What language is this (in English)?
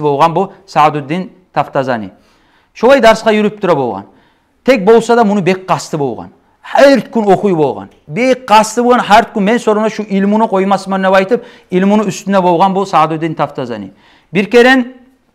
Kumyk